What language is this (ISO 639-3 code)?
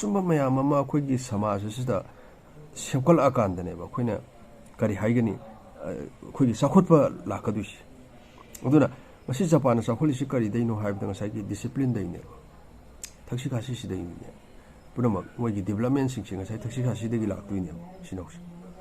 mni